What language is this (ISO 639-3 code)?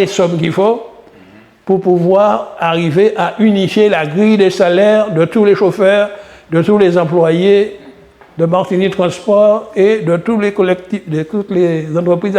gcf